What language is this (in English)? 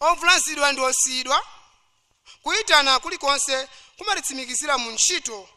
Nyanja